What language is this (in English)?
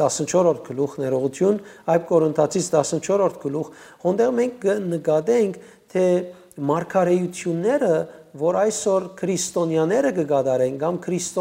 Western Armenian